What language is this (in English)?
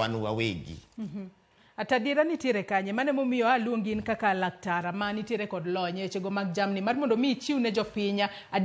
Luo (Kenya and Tanzania)